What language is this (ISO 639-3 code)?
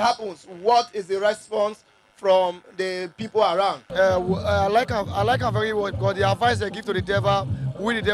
pcm